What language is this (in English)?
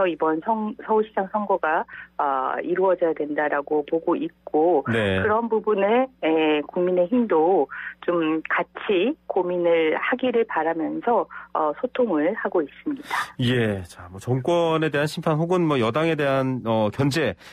Korean